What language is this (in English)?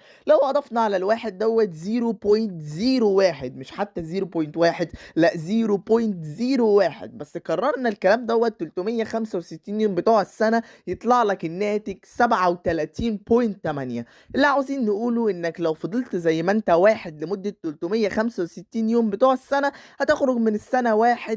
Egyptian Arabic